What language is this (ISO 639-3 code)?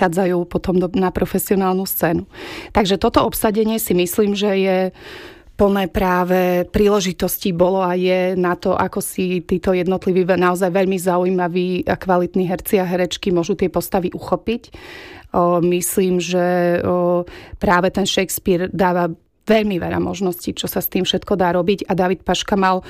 slk